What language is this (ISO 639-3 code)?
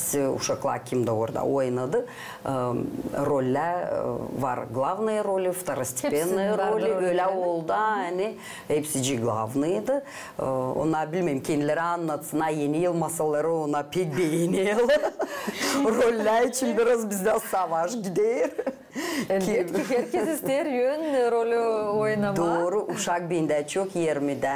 gag